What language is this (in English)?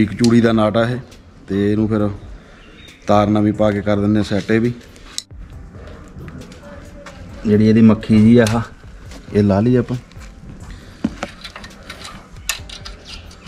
Punjabi